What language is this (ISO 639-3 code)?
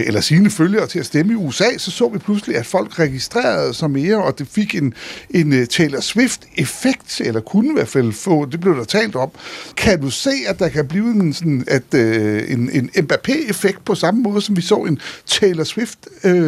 dan